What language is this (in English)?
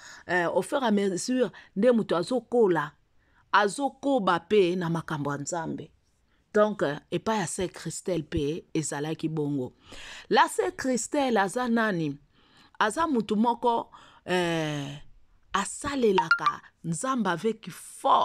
Lingala